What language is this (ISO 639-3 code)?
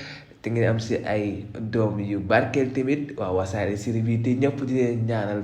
wol